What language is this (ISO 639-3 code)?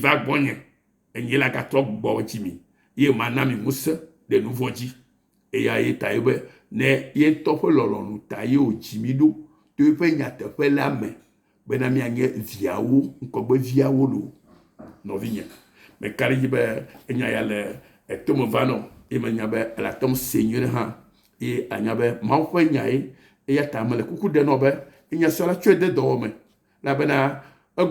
ewe